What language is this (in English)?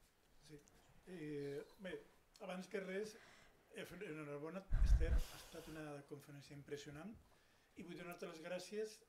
Catalan